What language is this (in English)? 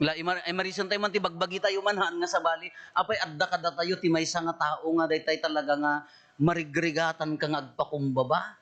Iloko